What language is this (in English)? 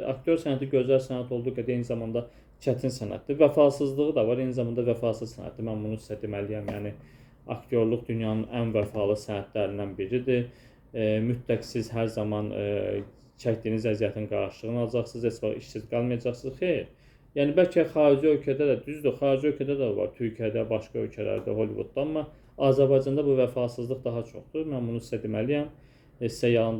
Azerbaijani